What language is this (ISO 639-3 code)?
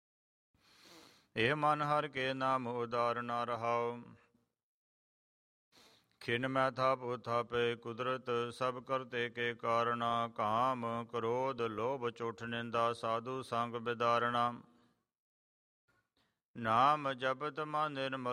pan